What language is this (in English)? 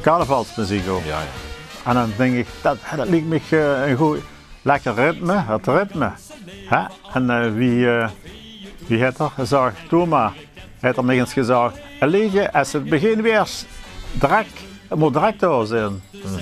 Limburgish